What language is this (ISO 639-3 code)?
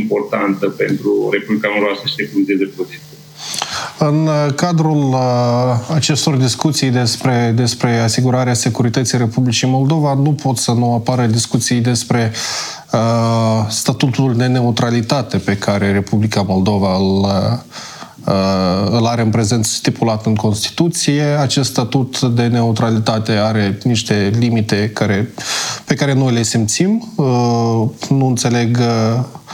ron